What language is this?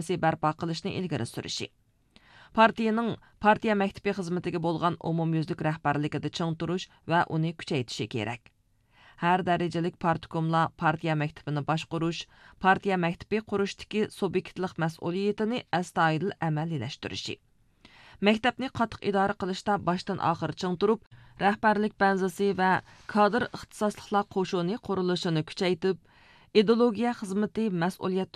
Uyghur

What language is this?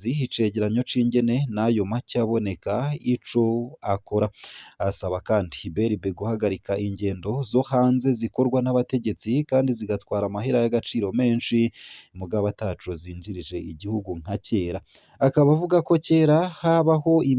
Rundi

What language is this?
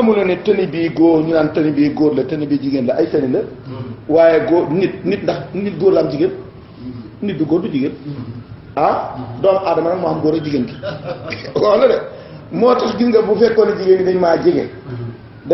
Wolof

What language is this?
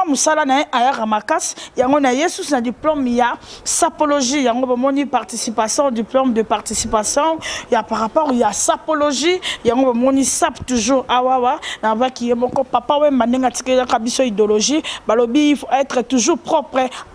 Lingala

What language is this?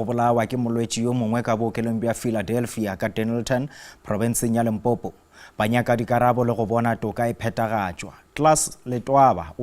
Northern Sotho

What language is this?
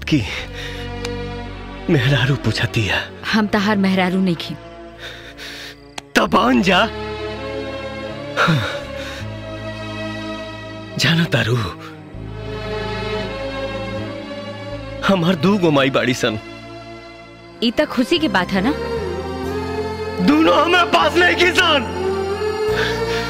Bhojpuri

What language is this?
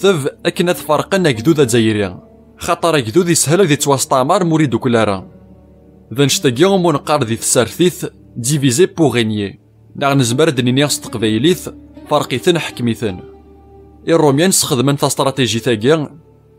Kabyle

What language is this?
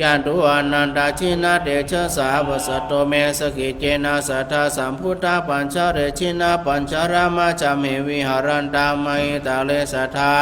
Pali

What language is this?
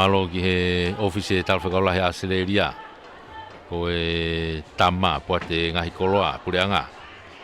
Tongan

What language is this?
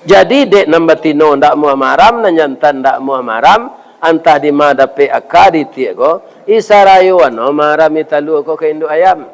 Minangkabau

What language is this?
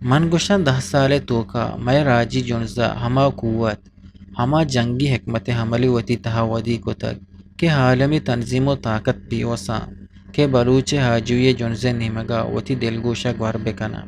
Eastern Balochi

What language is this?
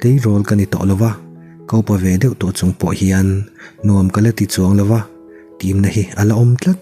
Mizo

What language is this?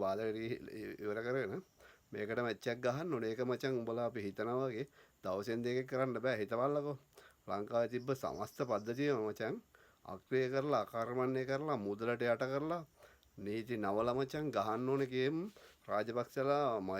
Sinhala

